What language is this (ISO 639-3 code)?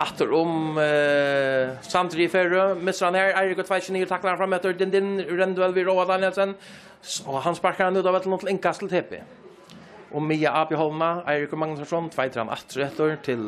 fao